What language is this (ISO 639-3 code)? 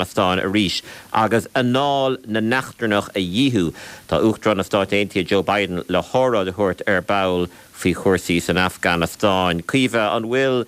gle